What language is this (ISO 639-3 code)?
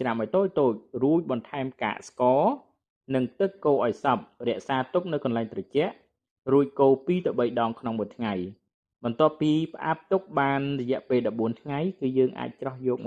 khm